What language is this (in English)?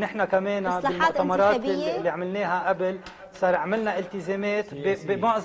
North Levantine Arabic